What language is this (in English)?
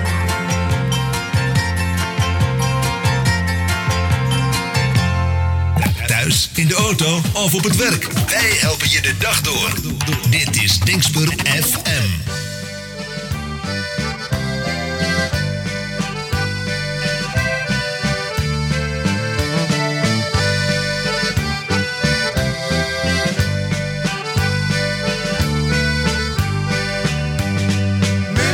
Dutch